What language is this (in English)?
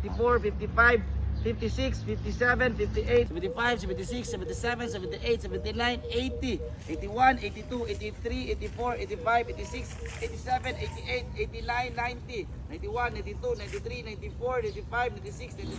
Cebuano